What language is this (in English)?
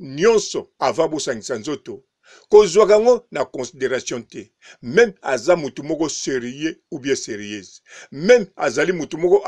Lingala